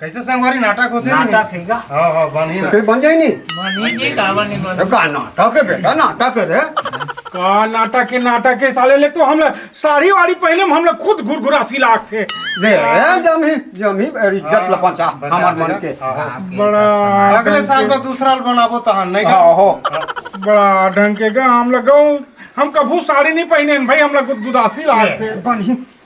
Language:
Chhattisgarhi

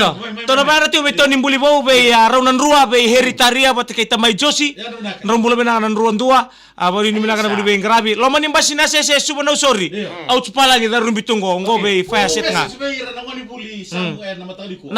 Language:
Fijian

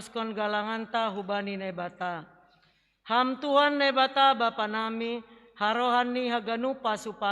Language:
Batak Simalungun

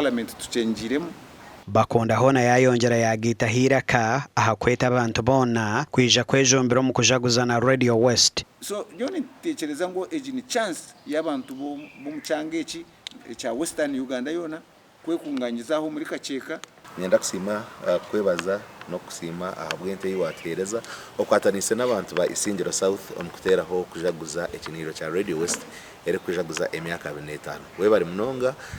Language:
Nyankole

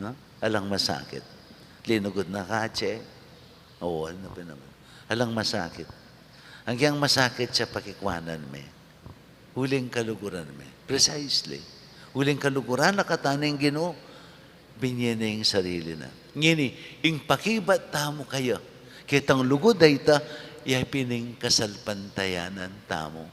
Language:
Pampanga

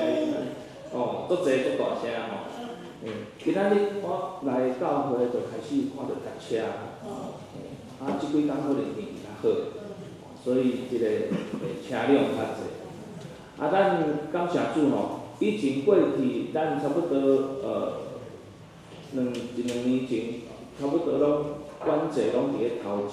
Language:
Min Nan Chinese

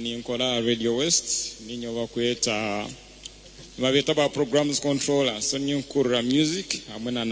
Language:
Nyankole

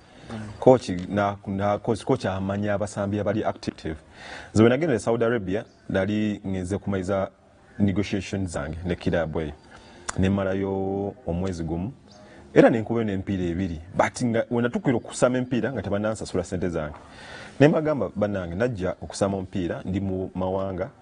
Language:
Ganda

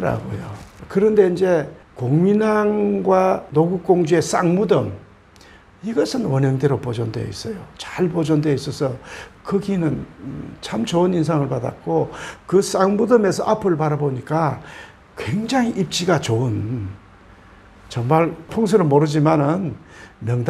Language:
Korean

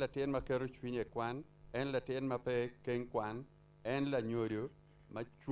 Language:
Acoli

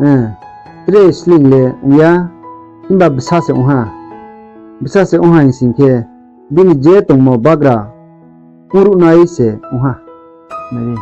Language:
Riang (India)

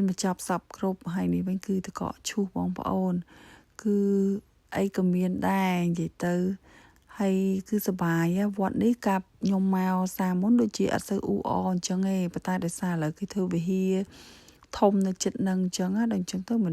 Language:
Khmer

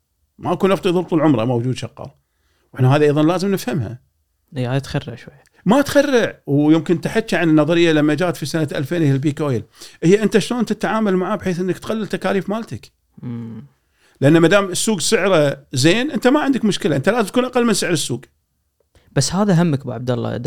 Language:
Gulf Arabic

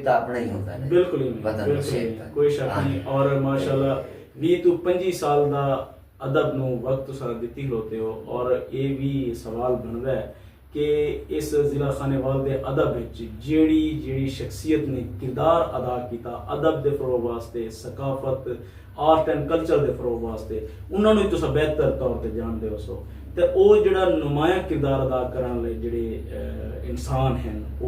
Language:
Saraiki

